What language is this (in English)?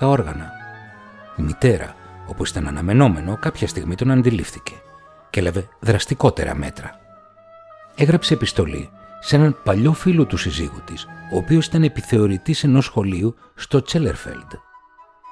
Greek